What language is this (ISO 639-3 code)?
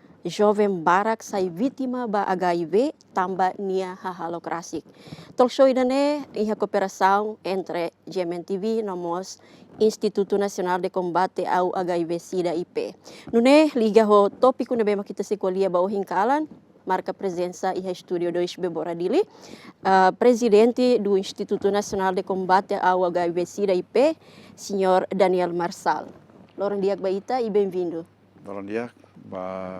tet